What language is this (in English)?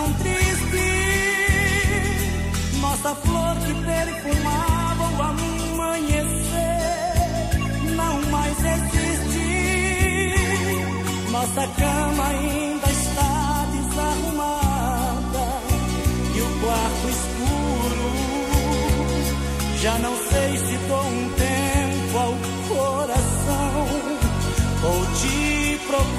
Portuguese